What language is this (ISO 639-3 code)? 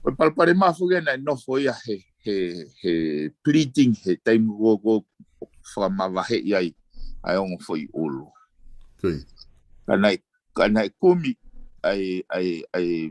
ton